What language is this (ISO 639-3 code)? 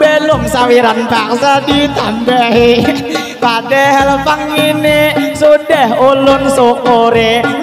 bjn